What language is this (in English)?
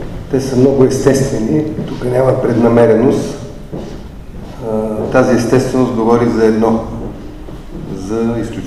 Bulgarian